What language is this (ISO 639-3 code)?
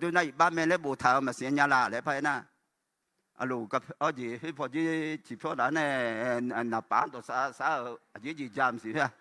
ahk